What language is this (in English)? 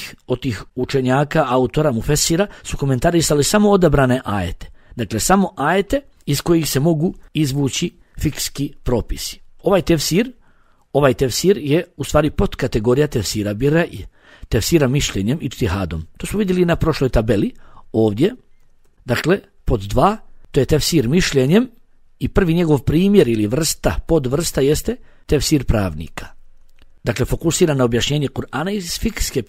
Bosnian